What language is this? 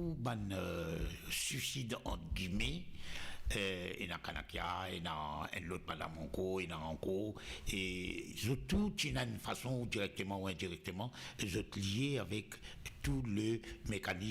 Morisyen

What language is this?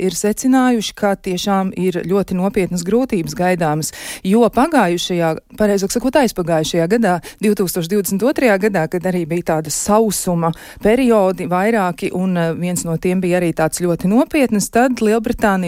Latvian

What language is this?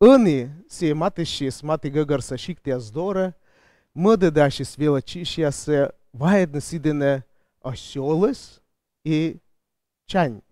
Komi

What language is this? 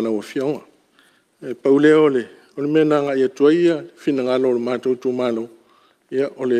Samoan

